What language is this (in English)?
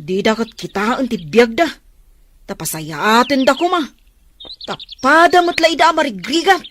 Iloko